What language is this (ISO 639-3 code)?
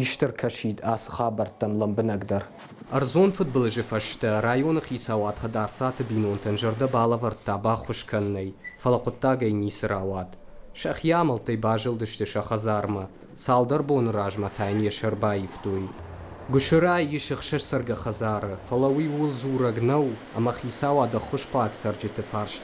oss